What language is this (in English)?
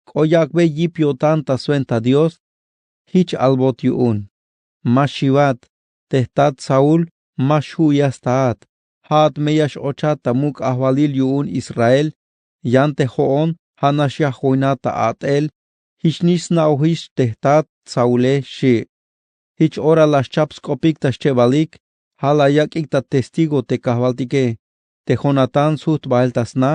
Tzeltal